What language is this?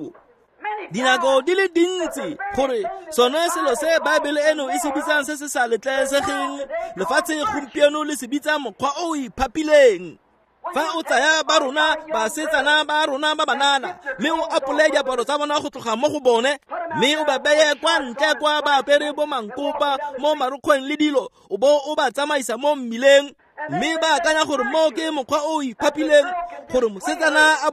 Tswana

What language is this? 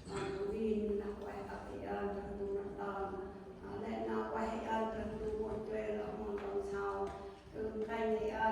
Central Mnong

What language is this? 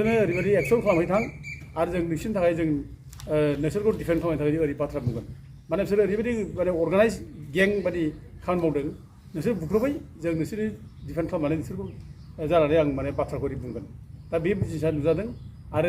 Bodo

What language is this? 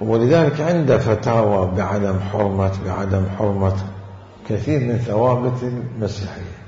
Mesopotamian Arabic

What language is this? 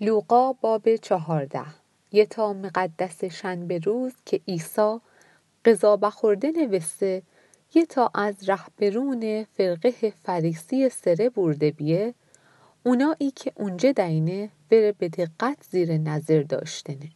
Mazanderani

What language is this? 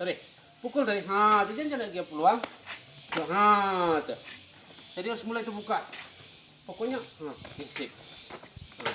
Minangkabau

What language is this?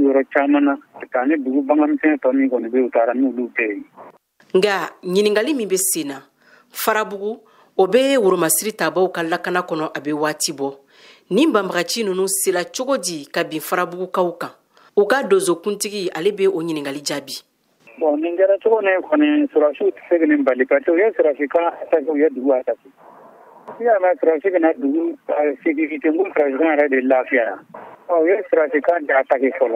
Bambara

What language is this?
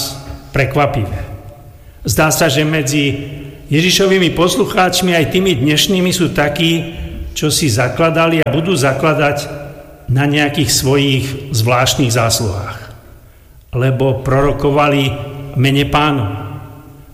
Slovak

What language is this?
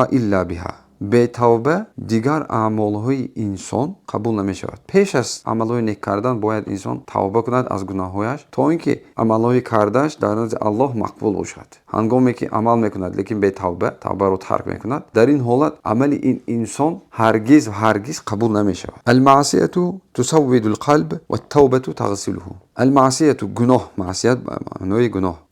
Tajik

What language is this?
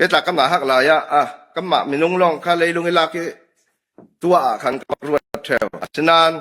Falam Chin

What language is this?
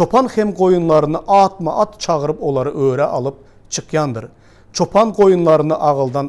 Turkmen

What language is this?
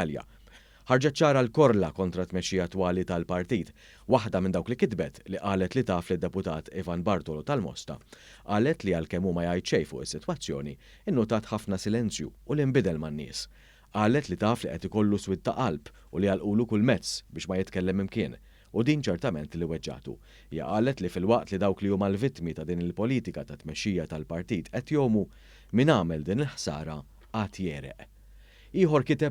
Maltese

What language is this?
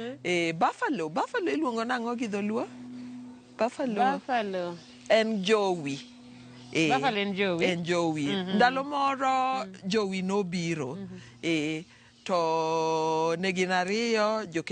Luo (Kenya and Tanzania)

